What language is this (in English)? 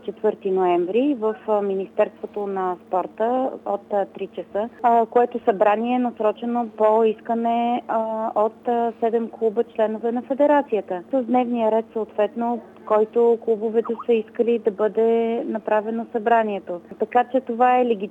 Bulgarian